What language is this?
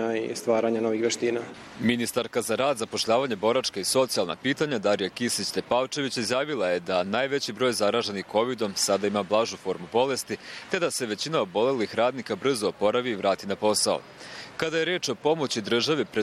Bosnian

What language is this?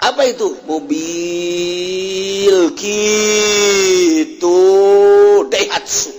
Sundanese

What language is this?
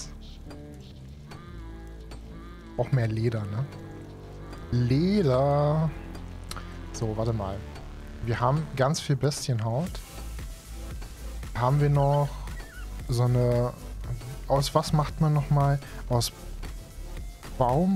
German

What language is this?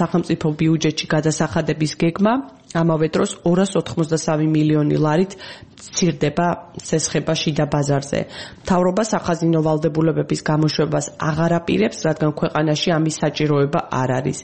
Georgian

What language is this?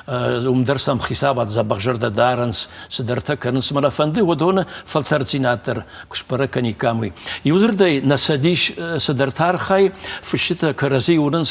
Ossetic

